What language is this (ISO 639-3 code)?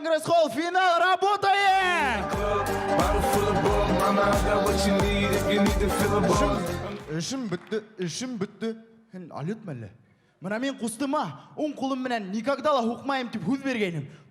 bak